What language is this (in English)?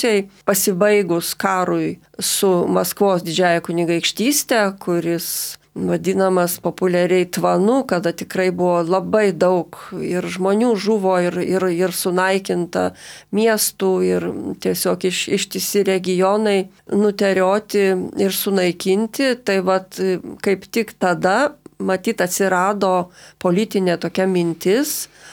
Lithuanian